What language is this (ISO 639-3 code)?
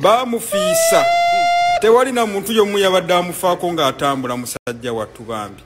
lug